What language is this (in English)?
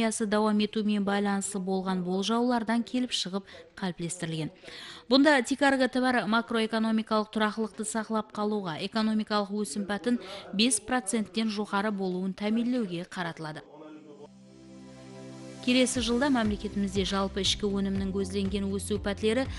Kara-Kalpak